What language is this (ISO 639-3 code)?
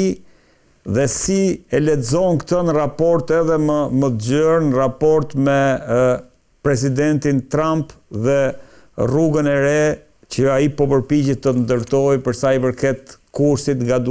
sqi